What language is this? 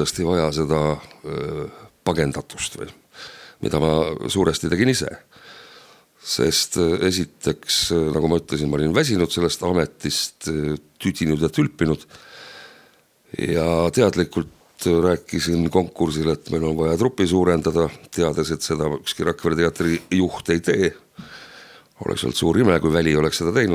Estonian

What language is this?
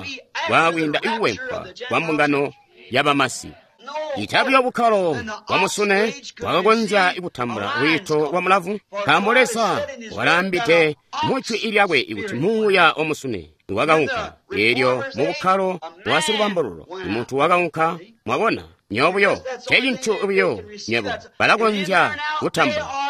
Tonga (Zambia)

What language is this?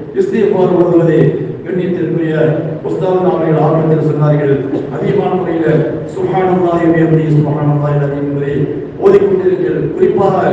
Tamil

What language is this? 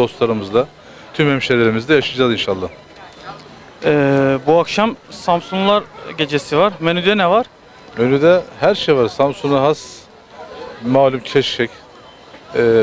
Turkish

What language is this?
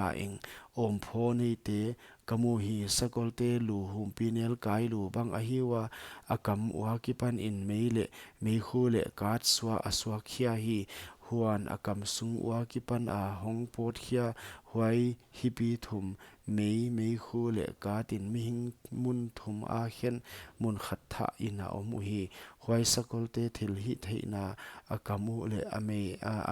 Paite Chin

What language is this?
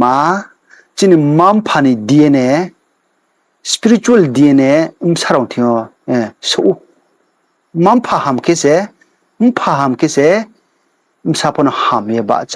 Riang (India)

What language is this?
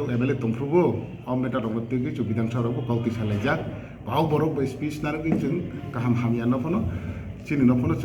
Kok Borok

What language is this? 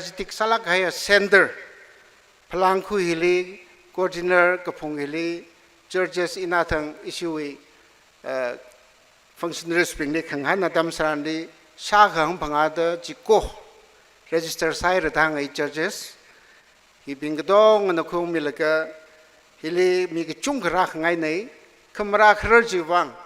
Tangkhul Naga (India)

